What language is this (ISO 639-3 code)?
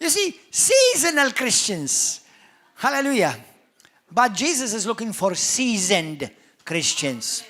eng